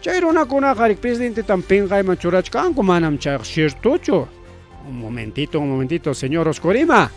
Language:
Ayacucho Quechua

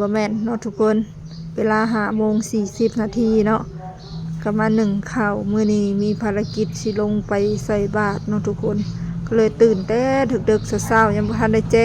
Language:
Lao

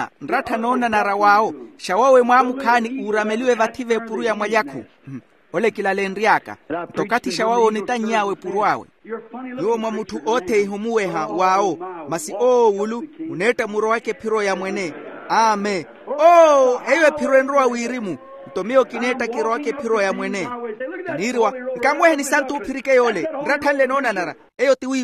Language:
Makhuwa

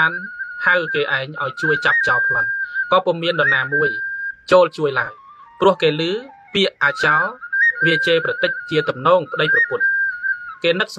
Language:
Khmer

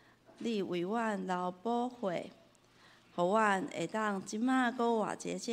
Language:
Min Nan Chinese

